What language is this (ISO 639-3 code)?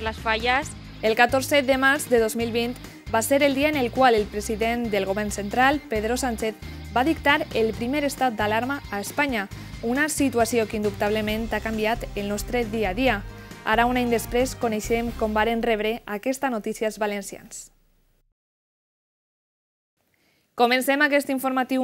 cat